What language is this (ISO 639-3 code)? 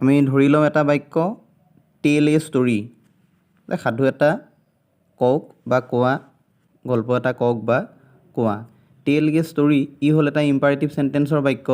asm